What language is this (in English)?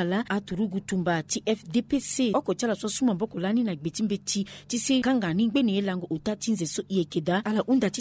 Sango